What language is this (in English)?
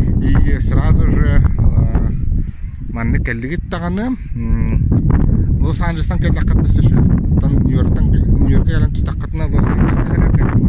Yakut